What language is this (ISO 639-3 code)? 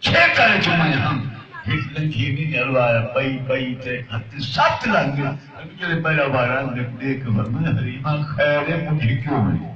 skr